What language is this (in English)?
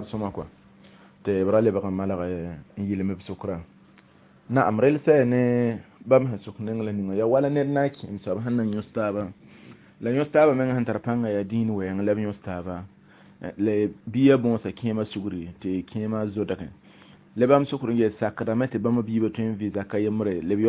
Mossi